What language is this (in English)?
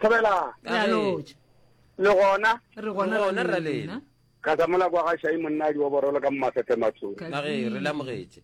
Northern Sotho